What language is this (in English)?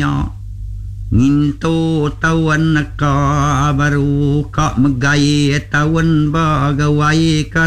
Iban